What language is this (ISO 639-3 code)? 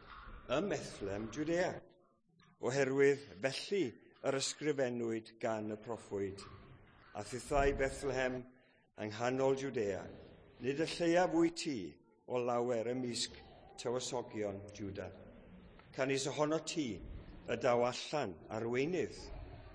cym